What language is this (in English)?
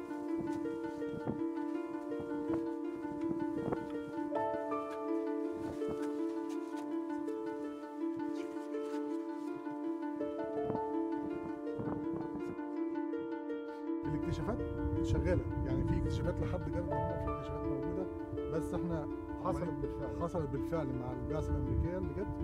Egyptian Arabic